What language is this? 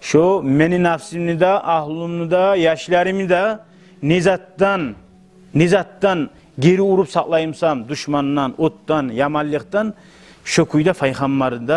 Kumyk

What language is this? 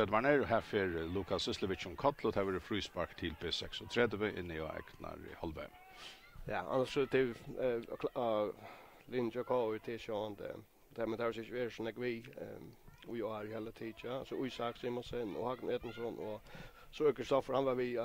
Faroese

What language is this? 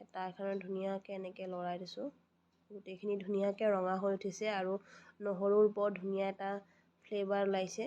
Assamese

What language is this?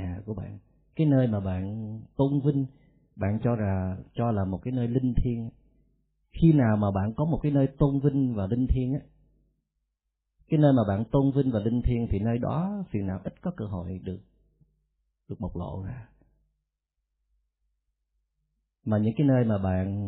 Vietnamese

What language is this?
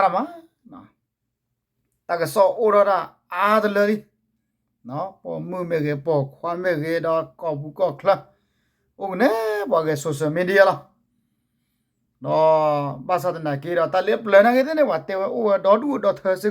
S'gaw Karen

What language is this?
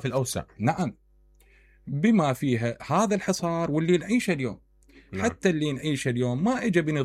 Mesopotamian Arabic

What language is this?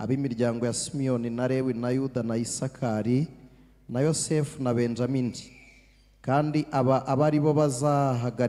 Kinyarwanda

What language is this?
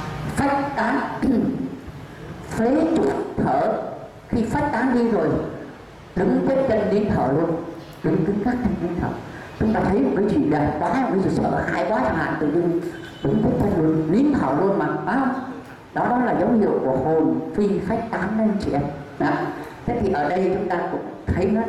Vietnamese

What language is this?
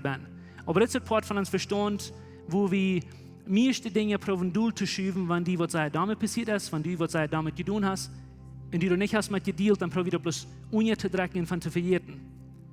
Plautdietsch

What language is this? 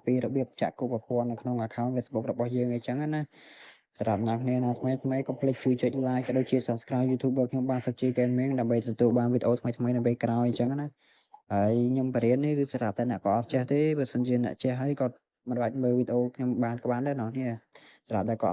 Khmer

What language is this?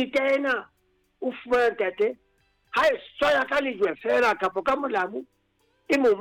Southern Sotho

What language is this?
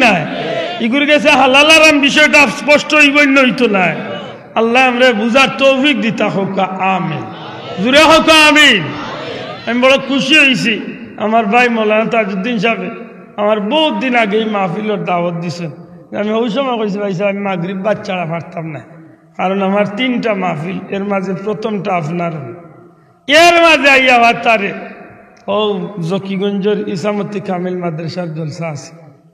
Sylheti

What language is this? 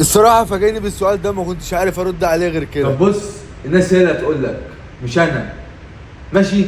Egyptian Arabic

